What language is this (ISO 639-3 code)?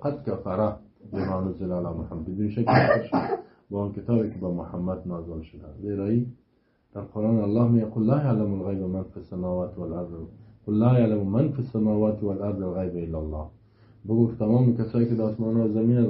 fas